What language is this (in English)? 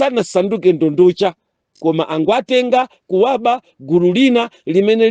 Nyanja